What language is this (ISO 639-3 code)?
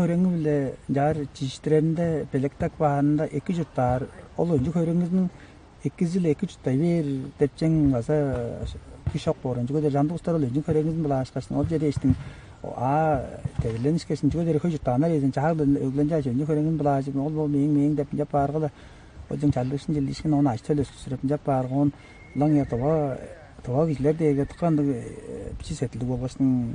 tyv